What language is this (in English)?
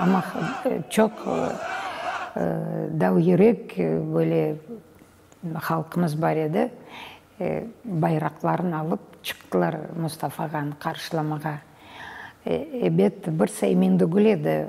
Crimean Tatar